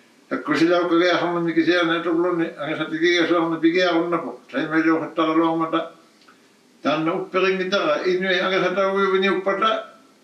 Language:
Inuktitut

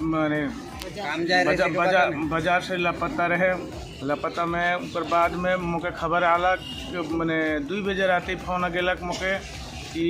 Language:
Sadri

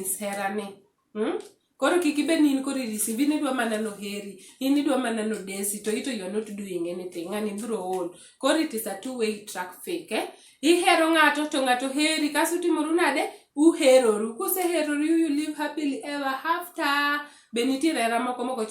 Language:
Luo (Kenya and Tanzania)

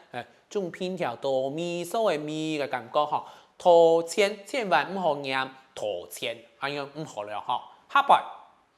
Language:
Hakka Chinese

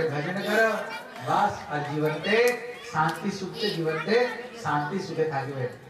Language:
Bangla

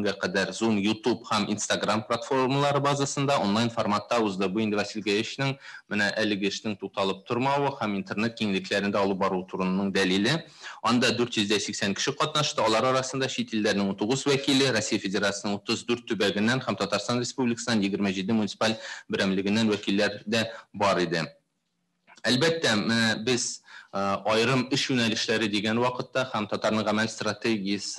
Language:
Tatar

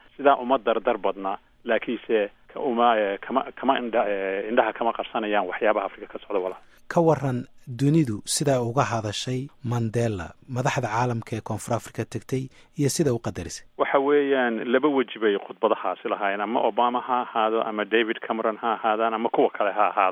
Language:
Somali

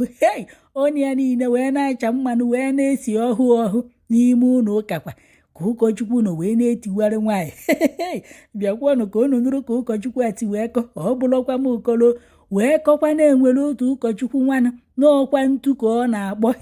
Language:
Igbo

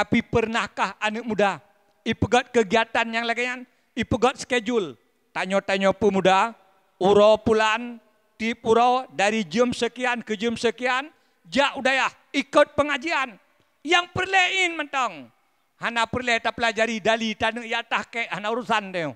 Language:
Achinese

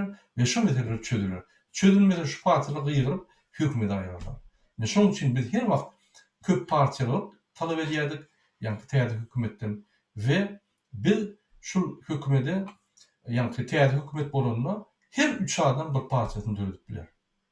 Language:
Turkmen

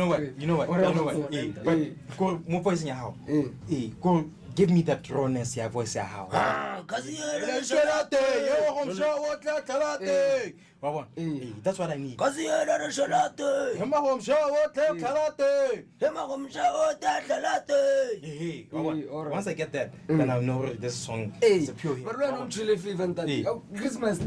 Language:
Tswana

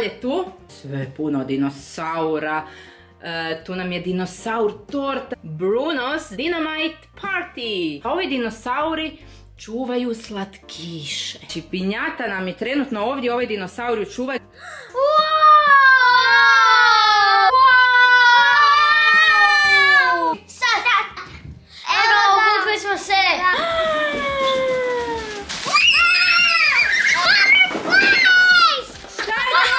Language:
Croatian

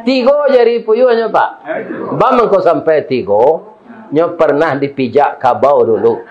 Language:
Minangkabau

